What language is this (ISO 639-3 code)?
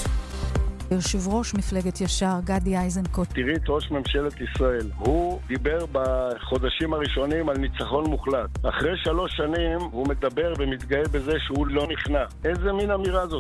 heb